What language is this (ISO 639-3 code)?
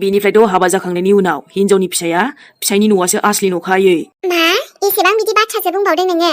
brx